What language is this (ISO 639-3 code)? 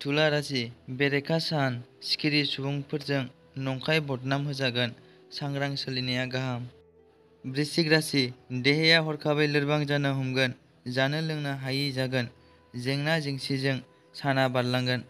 brx